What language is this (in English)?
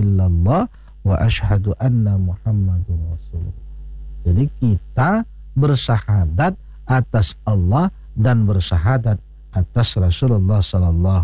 Indonesian